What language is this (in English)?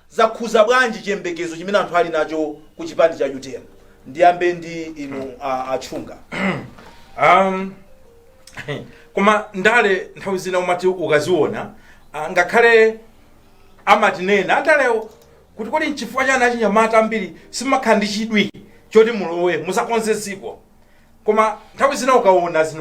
Nyanja